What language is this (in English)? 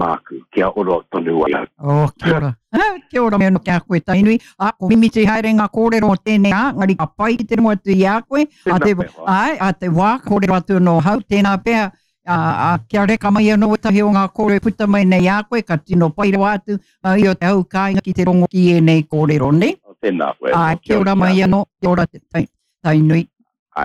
Māori